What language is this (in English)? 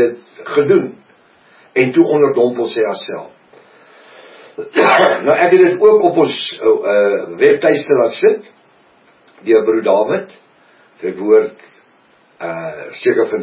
Afrikaans